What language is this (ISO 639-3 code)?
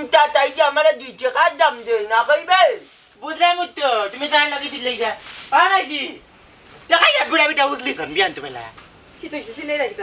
syl